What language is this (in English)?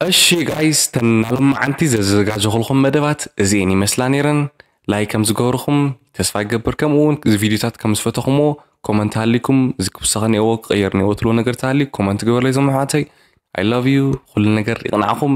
Tigrinya